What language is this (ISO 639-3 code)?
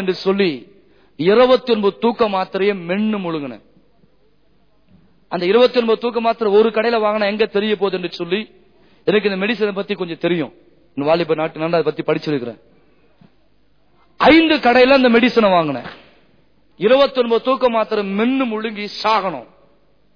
tam